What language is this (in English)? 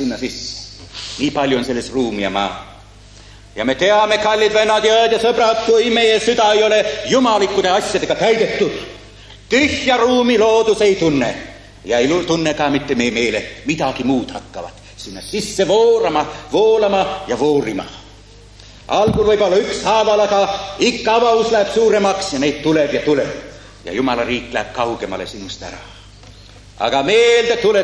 Estonian